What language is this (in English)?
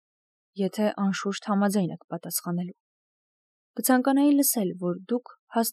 Armenian